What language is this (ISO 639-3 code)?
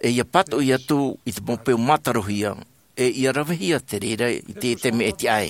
tah